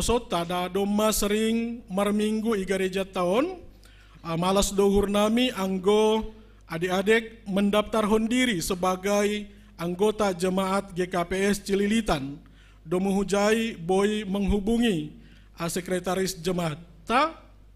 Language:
Batak Simalungun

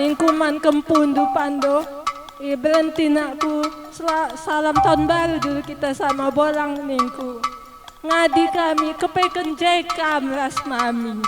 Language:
Batak Karo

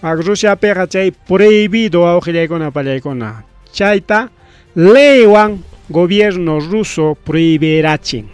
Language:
Ayacucho Quechua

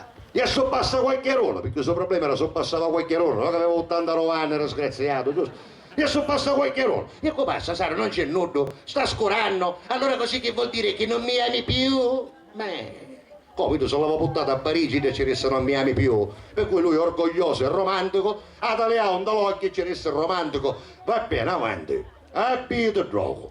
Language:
Sicilian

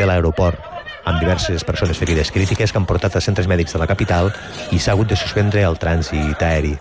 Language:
Catalan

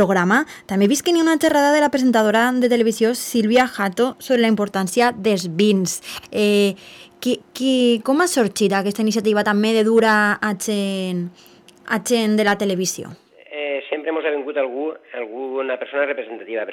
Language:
Catalan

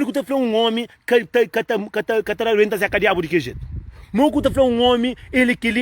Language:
Kabuverdianu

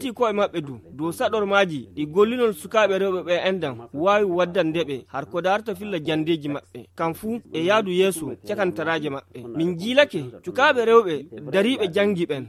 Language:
Fula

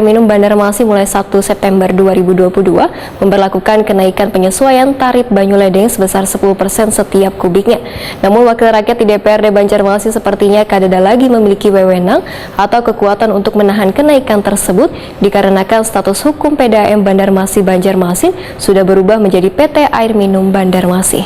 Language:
Banjar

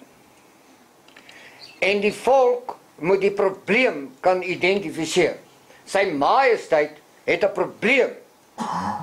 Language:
Afrikaans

